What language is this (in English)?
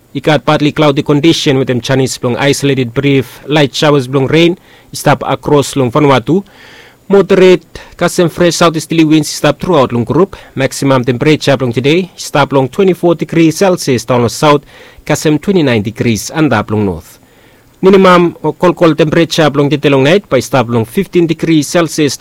Bislama